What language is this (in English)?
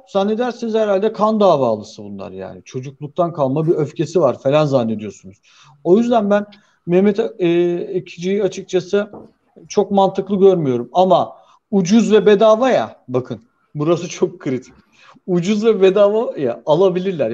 Turkish